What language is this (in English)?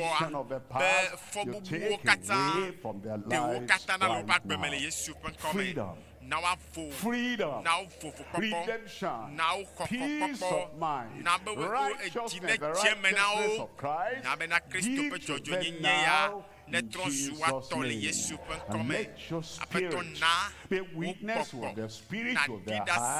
Ewe